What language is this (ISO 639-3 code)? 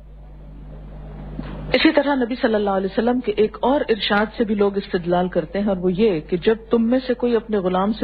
urd